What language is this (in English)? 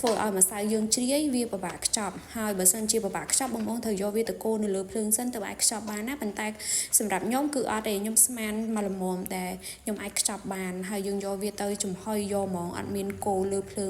Khmer